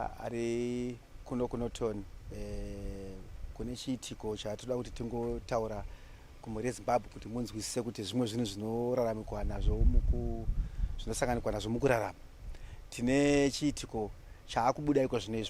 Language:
Shona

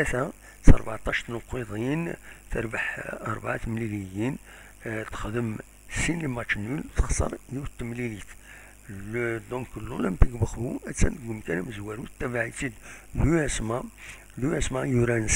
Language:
Kabyle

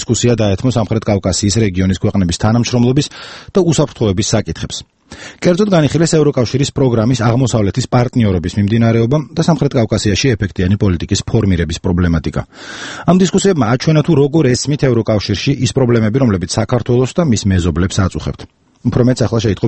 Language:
Georgian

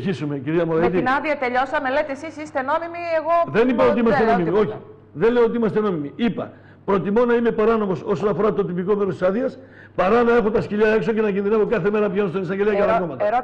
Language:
Greek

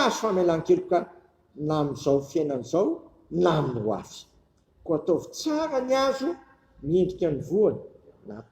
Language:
Malagasy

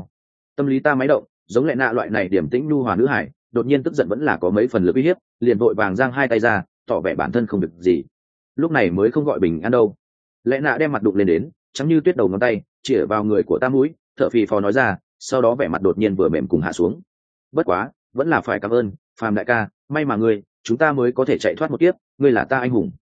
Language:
Vietnamese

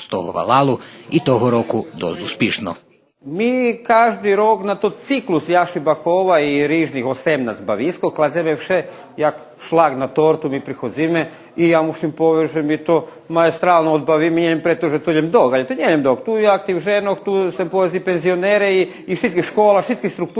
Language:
Rusyn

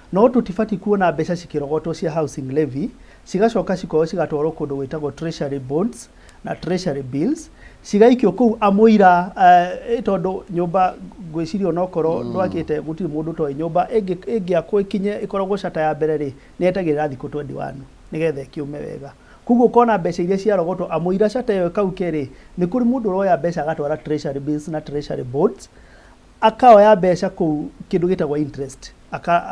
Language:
Kikuyu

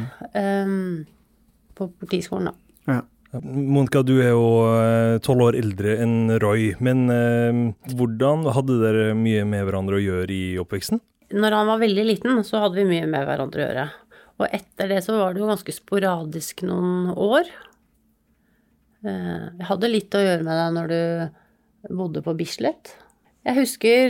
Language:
Norwegian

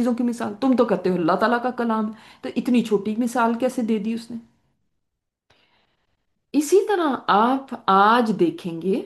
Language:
Urdu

